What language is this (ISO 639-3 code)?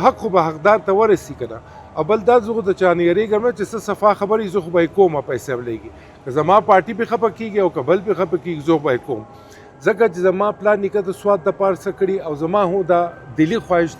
pus